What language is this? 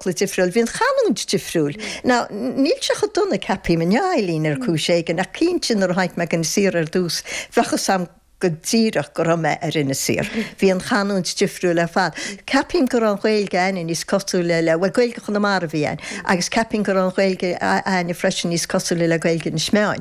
Irish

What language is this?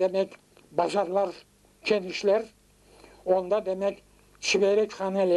Crimean Tatar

